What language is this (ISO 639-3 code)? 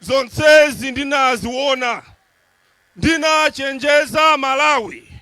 nya